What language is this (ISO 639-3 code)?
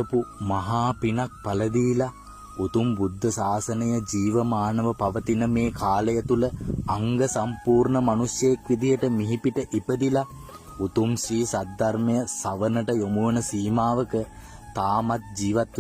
sin